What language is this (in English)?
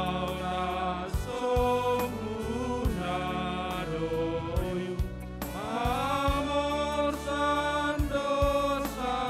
Batak Simalungun